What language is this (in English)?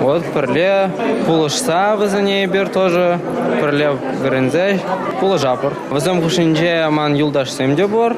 Chuvash